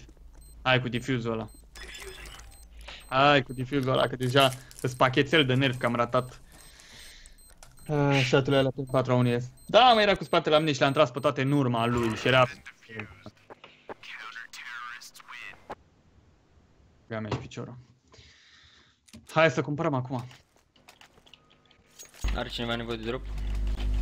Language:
Romanian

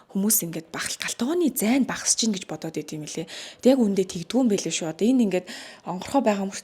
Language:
Mongolian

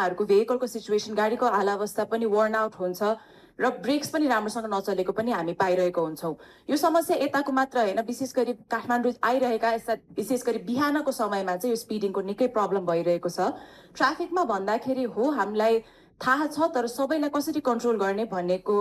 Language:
Nepali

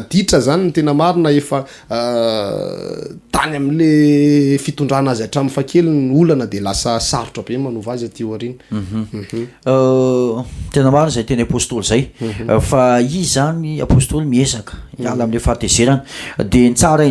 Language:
Malagasy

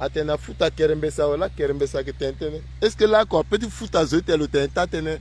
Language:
Sango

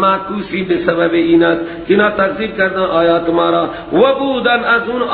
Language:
Persian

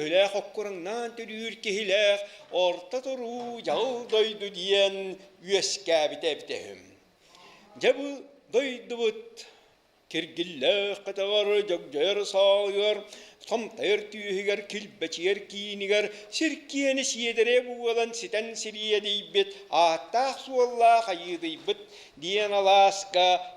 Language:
Yakut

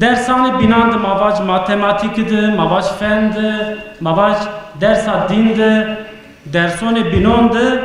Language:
Zaza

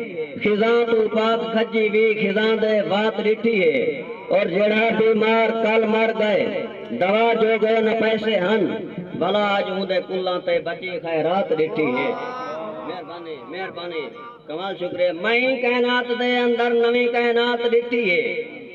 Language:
Saraiki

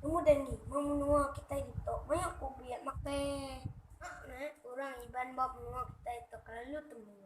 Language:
Iban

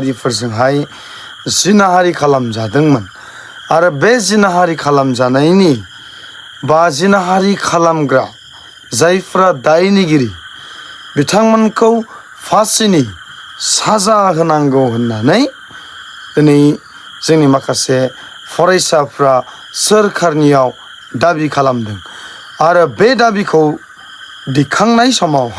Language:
Bodo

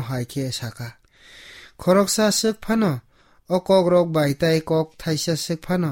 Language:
Kok Borok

